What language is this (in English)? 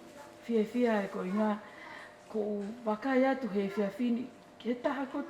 Tongan